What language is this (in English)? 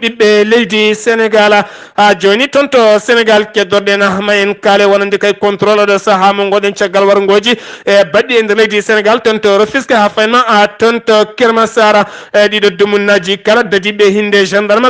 Fula